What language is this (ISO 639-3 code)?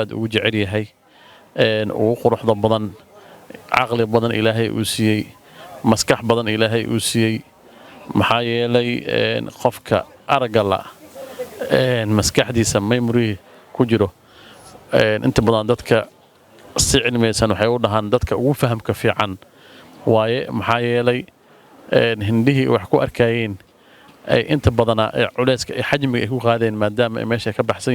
som